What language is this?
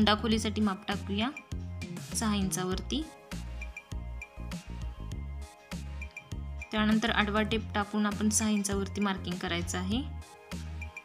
Marathi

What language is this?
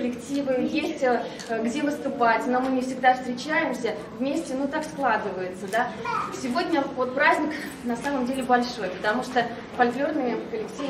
Russian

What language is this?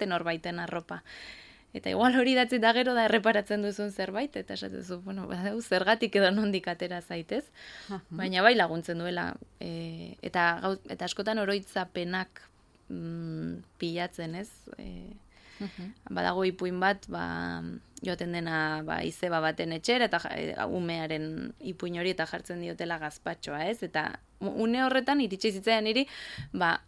Basque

